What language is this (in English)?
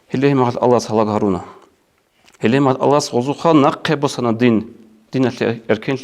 Avaric